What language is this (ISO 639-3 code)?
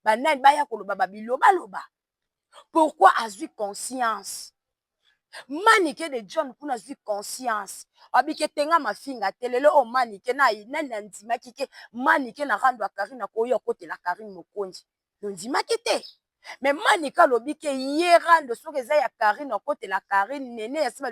lin